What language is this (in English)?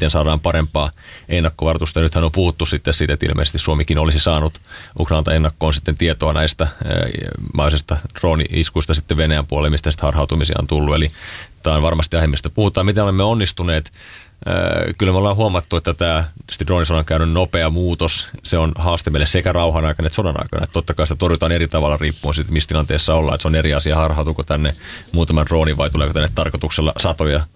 Finnish